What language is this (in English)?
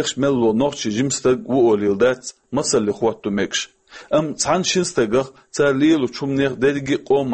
Chechen